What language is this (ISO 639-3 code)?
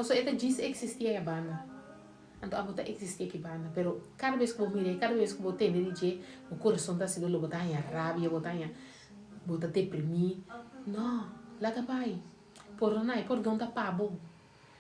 pap